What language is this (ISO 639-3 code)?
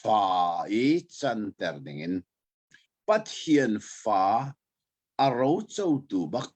cnh